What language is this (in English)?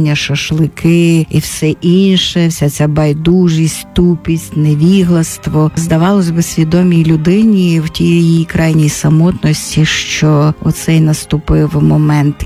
Ukrainian